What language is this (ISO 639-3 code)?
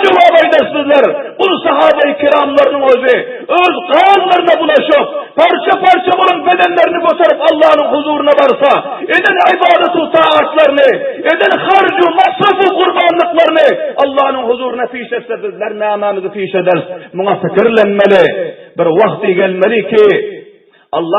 tuk